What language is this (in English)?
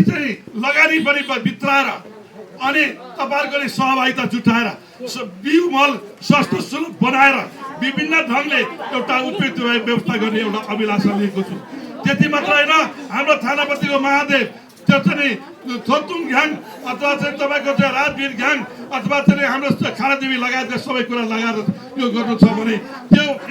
Nepali